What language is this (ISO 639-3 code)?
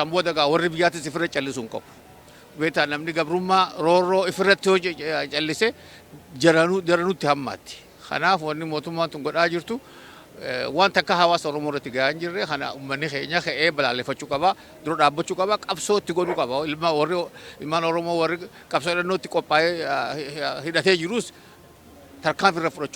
orm